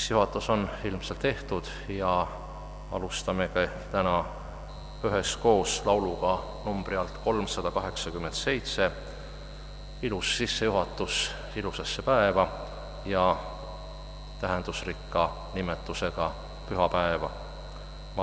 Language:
Estonian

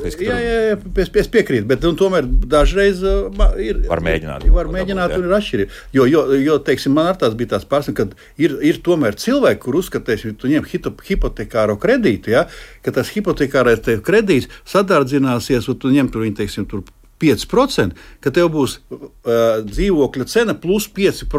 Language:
Latvian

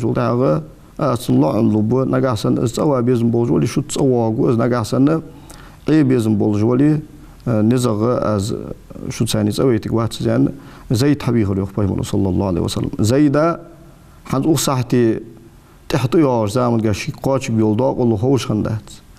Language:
Ingush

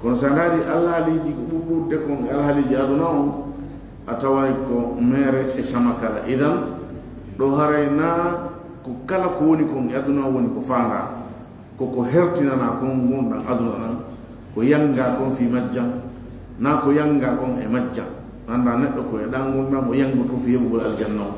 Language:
Fula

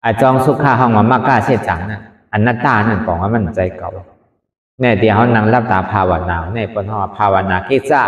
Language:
Shan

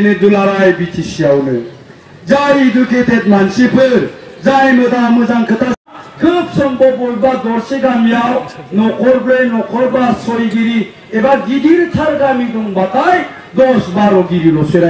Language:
Bodo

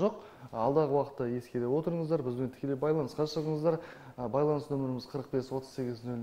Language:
Kazakh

